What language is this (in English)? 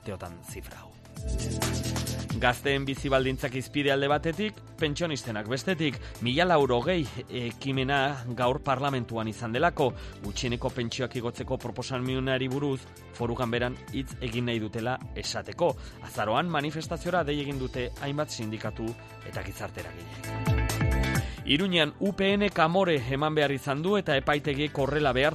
Basque